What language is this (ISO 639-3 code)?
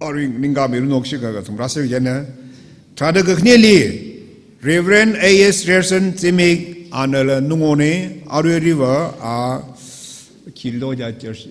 nmf